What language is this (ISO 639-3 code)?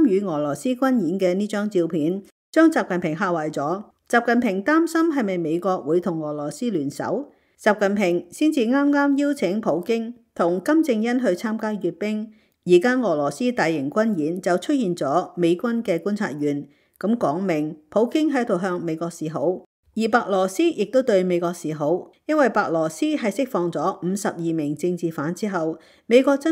yue